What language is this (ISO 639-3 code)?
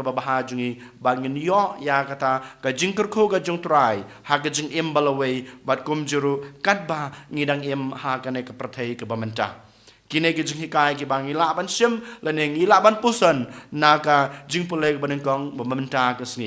kha